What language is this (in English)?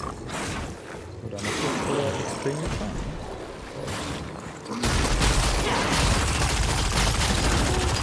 German